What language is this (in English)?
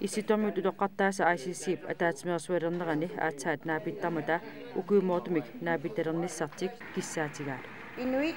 Kalaallisut